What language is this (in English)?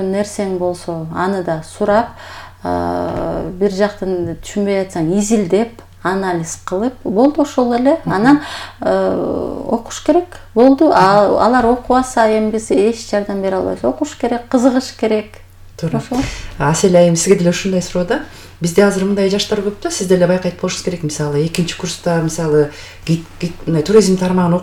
Kyrgyz